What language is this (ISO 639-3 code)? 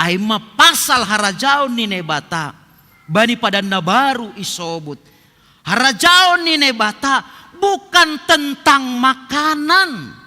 bts